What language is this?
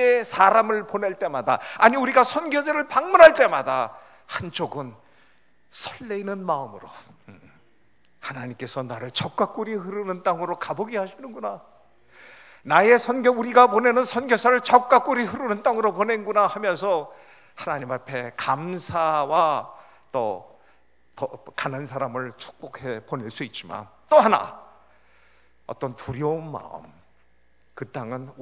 Korean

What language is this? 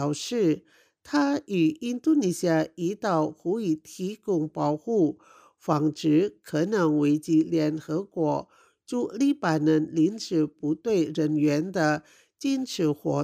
Chinese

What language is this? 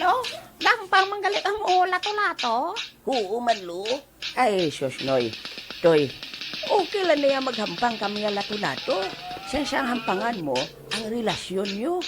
Hiligaynon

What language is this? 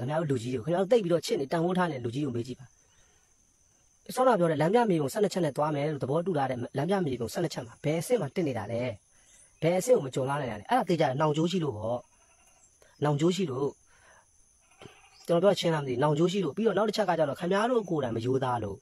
Burmese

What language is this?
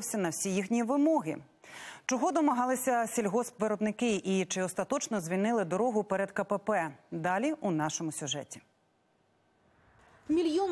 Ukrainian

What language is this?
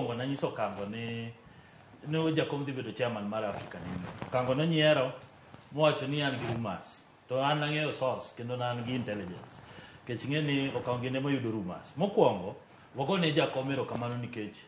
Luo (Kenya and Tanzania)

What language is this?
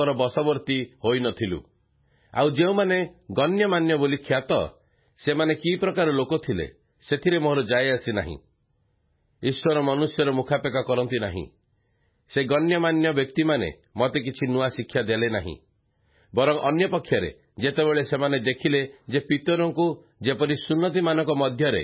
Odia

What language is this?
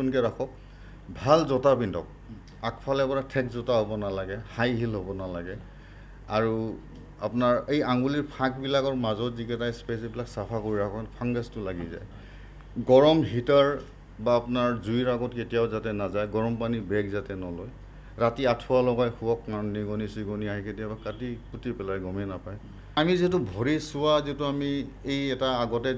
Assamese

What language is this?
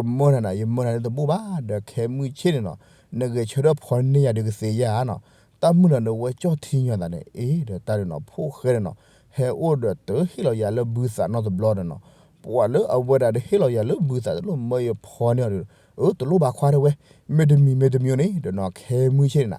S'gaw Karen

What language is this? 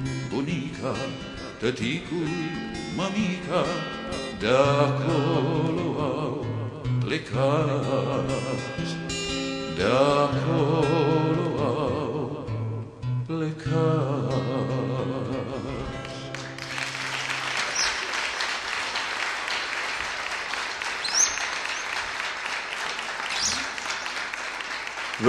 Romanian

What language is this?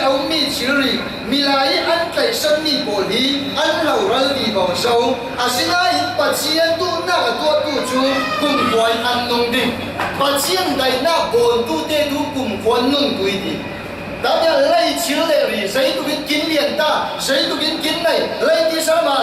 Falam Chin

